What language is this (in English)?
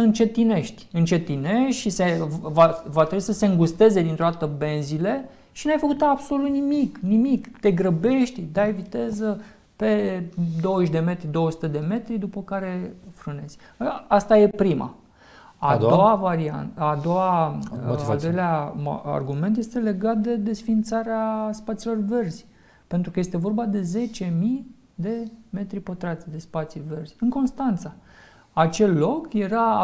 Romanian